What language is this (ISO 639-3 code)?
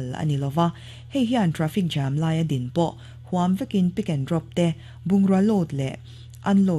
lus